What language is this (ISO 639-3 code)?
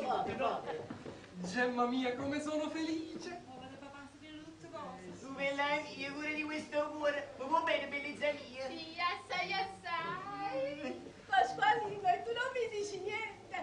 nap